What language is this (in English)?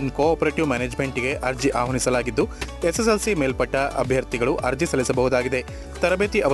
Kannada